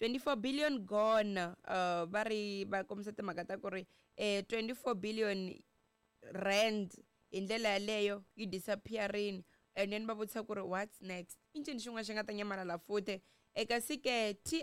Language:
Tsonga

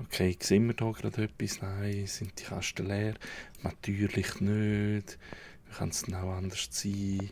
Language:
Swiss German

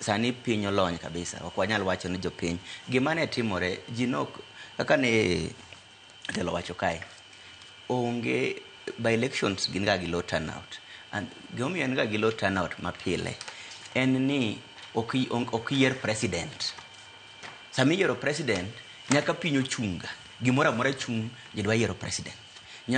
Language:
Luo (Kenya and Tanzania)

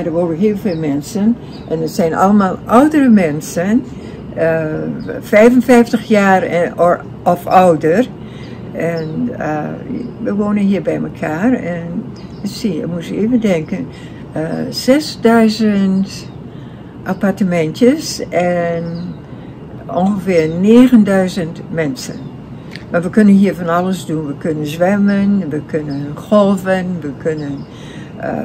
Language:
Dutch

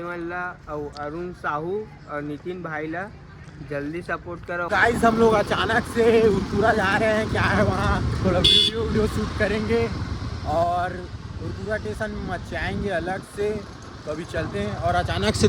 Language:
Chhattisgarhi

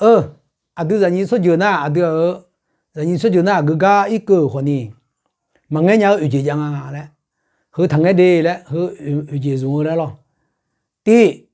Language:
Akha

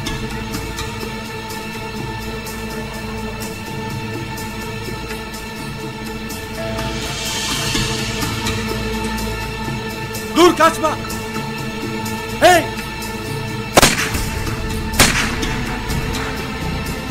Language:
Turkish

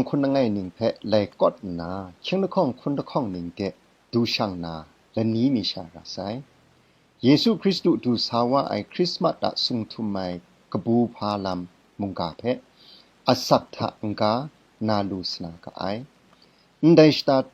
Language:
Kachin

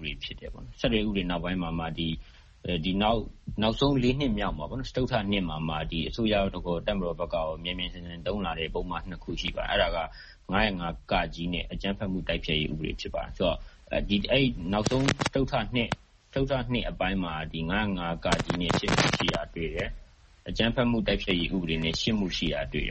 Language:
Burmese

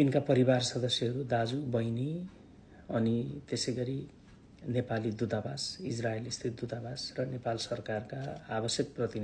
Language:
Nepali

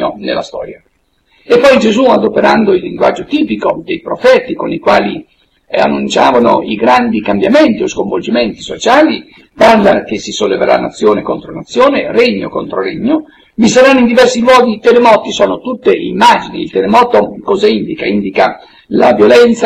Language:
Italian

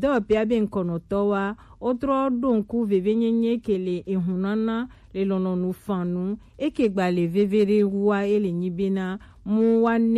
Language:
Gen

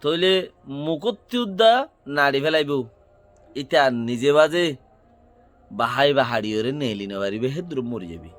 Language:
Rohingya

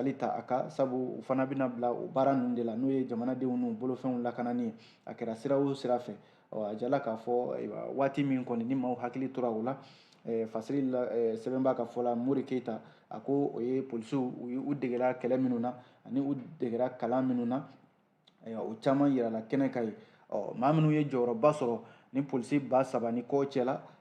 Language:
Bambara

